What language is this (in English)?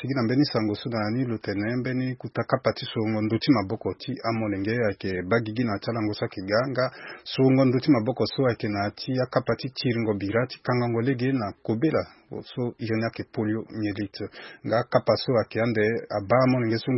Sango